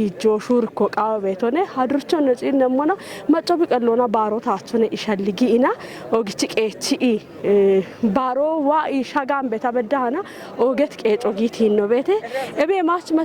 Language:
Kafa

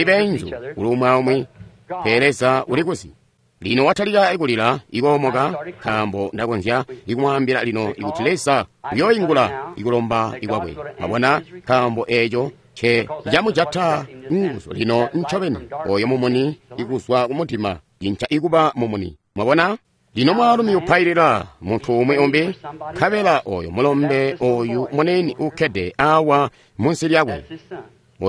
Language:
Tonga (Zambia)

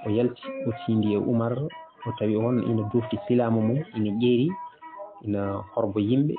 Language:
Fula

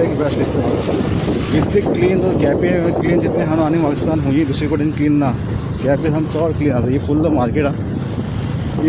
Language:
Konkani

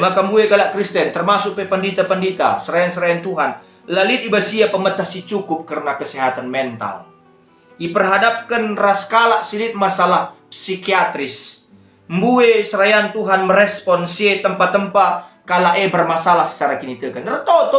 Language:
Batak Karo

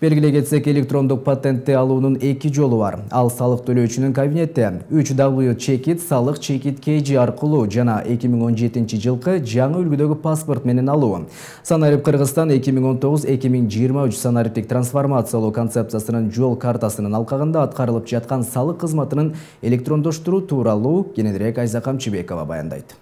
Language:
Kyrgyz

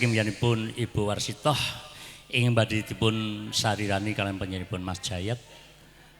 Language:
Javanese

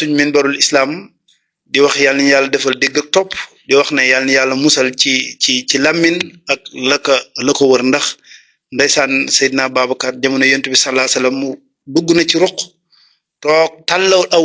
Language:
Wolof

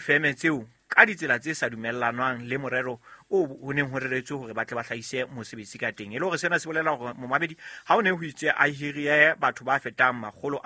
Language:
Southern Sotho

